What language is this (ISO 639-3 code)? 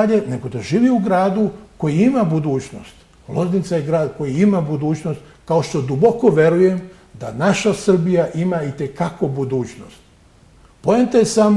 srp